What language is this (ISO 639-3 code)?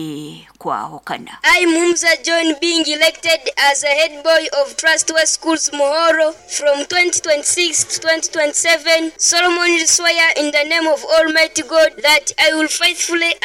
nyo